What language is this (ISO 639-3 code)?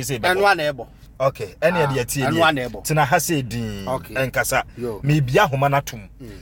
aka